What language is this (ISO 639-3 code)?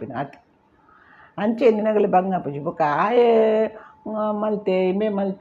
tcy